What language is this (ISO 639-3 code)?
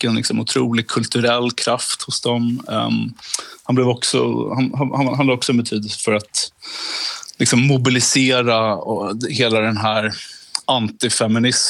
swe